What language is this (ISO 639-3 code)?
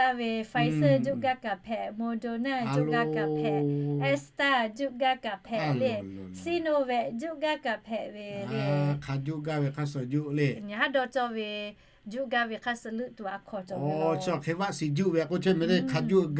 lhu